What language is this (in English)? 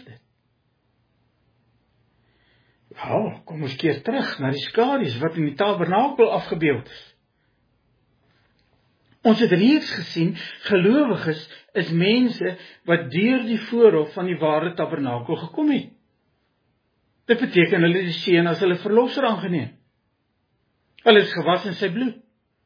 Afrikaans